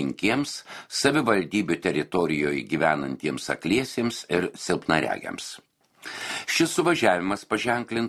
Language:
Lithuanian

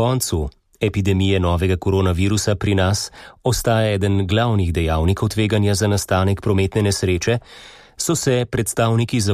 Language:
Slovenian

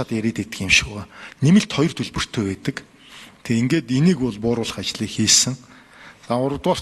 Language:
Mongolian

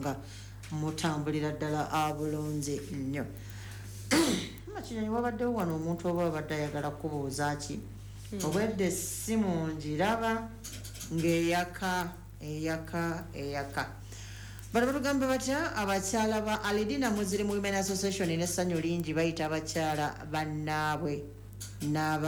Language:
Ganda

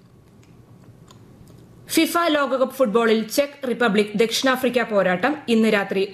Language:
Malayalam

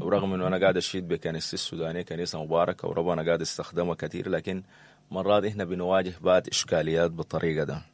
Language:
Sudanese Arabic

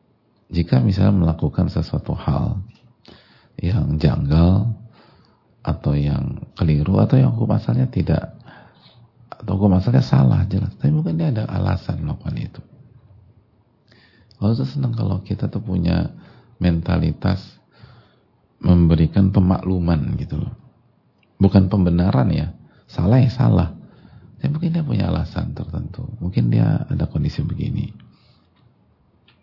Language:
Indonesian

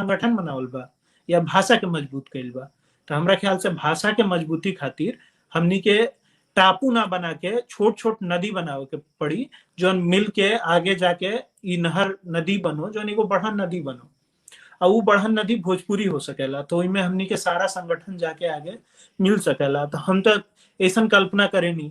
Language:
Bhojpuri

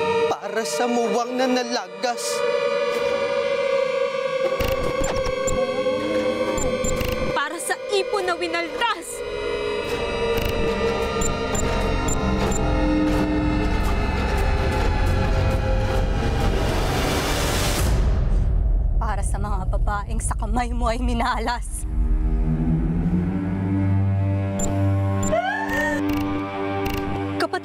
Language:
Filipino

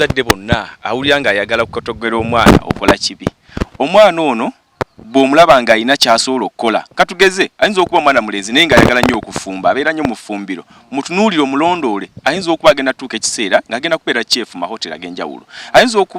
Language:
Ganda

